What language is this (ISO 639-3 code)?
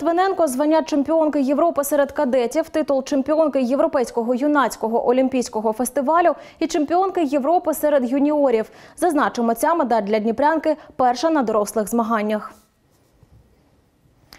ukr